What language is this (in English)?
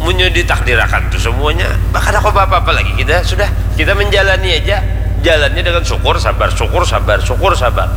Banjar